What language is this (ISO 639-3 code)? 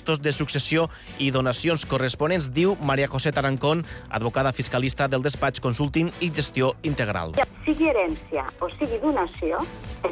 cat